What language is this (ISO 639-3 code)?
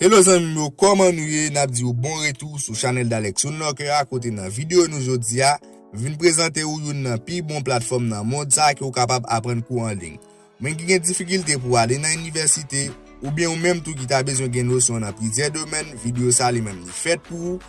hat